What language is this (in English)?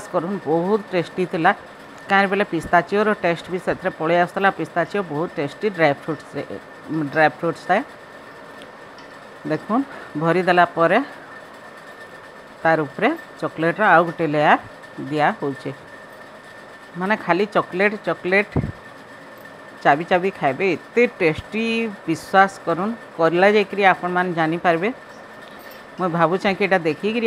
Sambalpuri